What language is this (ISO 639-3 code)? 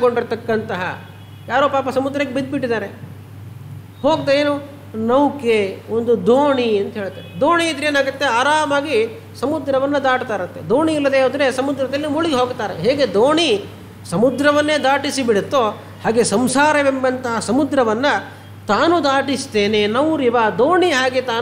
kan